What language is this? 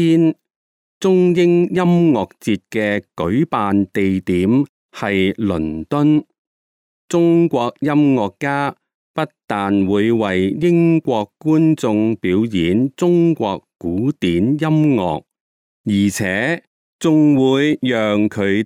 Cantonese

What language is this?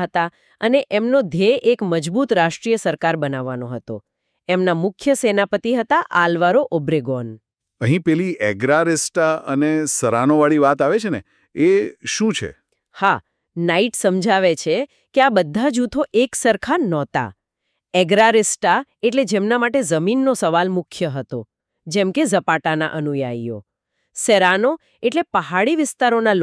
Gujarati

